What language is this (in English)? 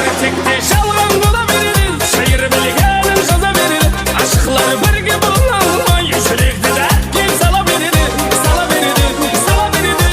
Kara-Kalpak